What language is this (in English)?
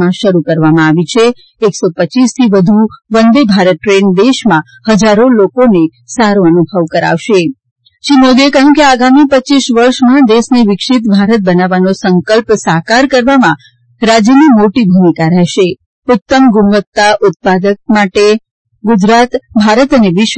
Gujarati